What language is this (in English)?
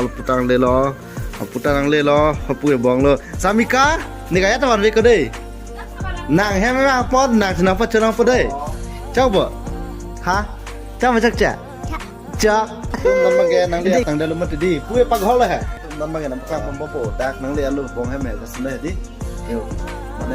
Karbi